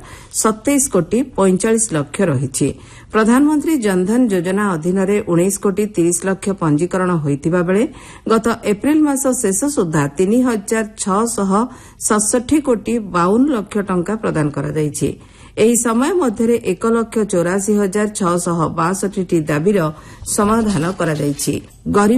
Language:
Odia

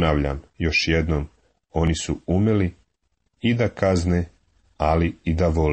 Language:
Serbian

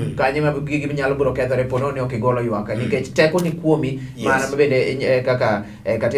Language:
Luo (Kenya and Tanzania)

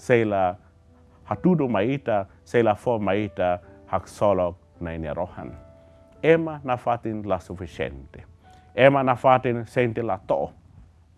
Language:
Tetum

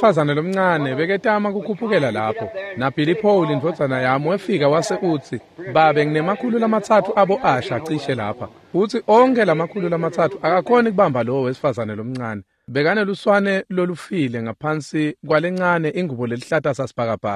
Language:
Swati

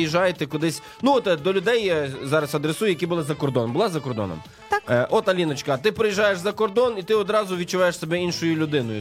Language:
Ukrainian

